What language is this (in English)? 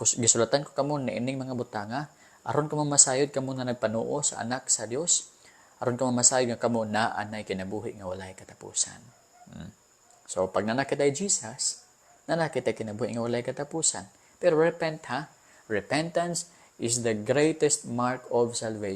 Cebuano